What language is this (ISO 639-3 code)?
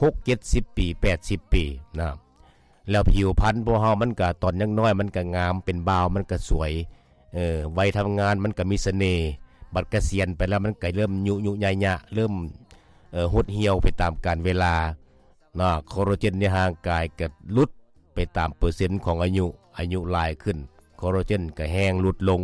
lao